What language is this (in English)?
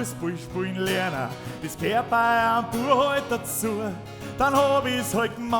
Bavarian